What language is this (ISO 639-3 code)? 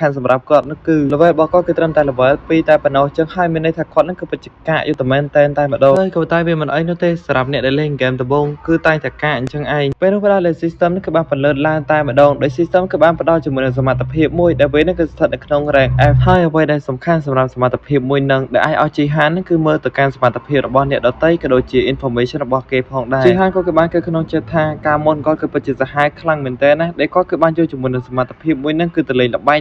khm